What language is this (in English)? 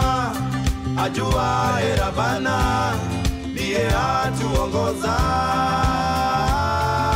Swahili